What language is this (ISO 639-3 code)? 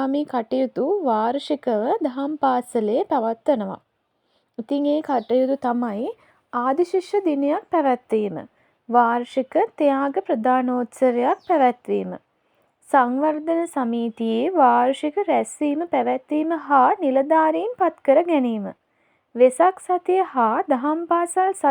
sin